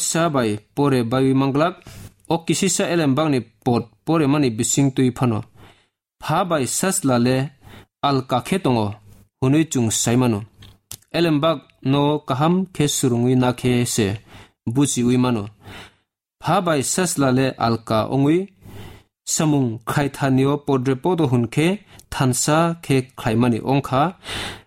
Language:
Kok Borok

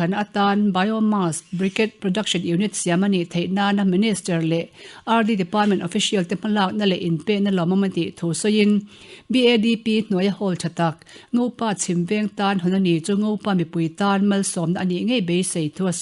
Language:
Mizo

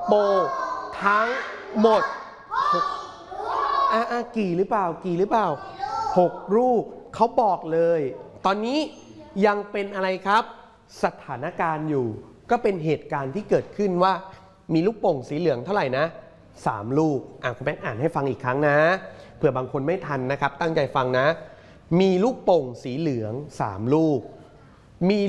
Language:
Thai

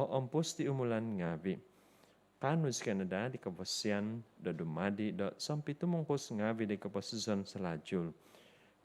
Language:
Central Dusun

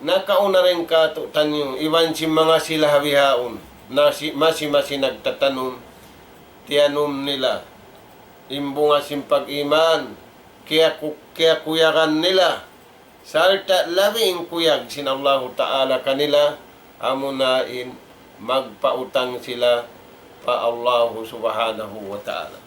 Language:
Tausug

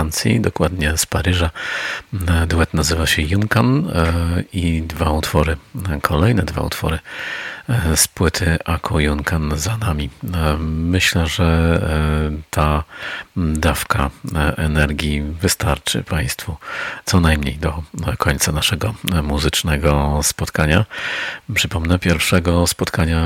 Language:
Polish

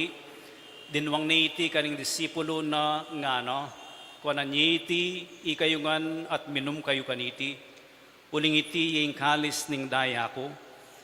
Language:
Pampanga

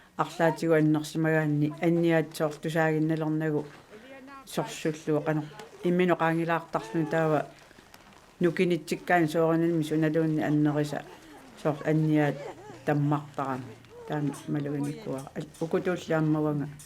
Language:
Kalaallisut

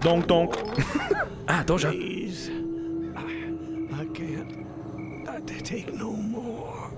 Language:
Bavarian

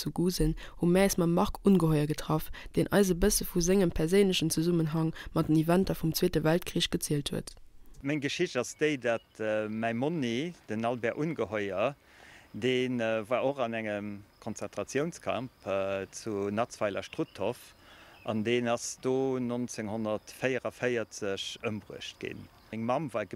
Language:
Luxembourgish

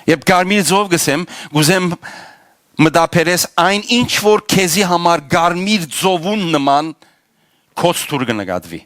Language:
Western Armenian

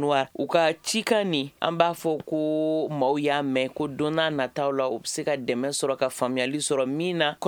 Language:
Bambara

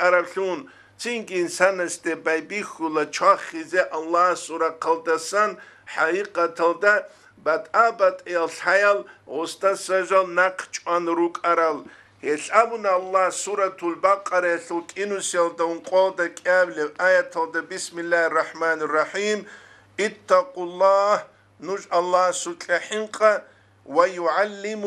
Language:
Avaric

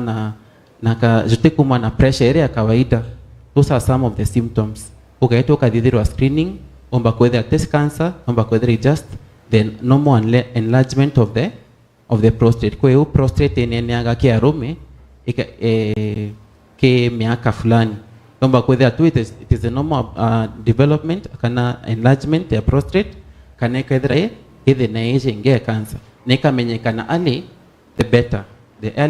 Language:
Meru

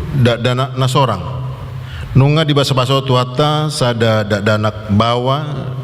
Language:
Batak Toba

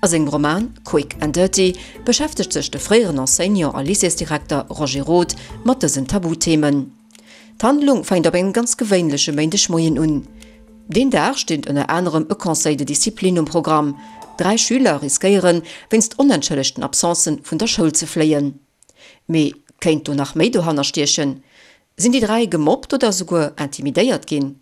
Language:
Luxembourgish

